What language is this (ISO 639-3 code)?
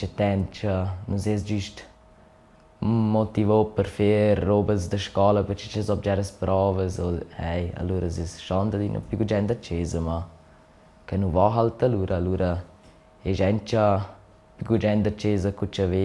roh